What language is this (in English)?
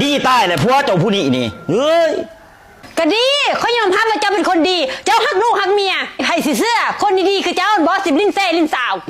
Lao